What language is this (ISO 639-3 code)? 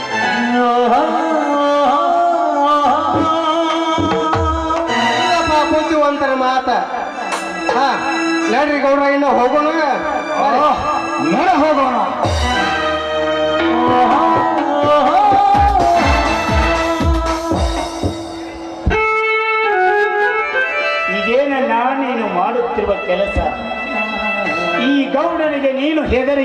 kan